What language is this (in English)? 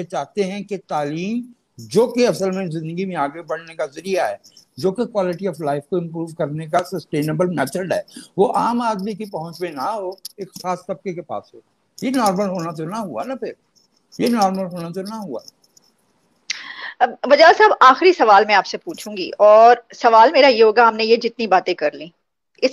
Urdu